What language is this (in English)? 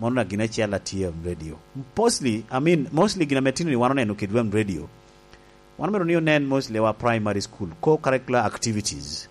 Lango (Uganda)